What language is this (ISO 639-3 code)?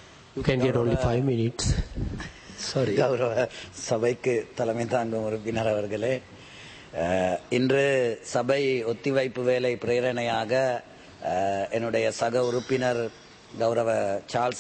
tam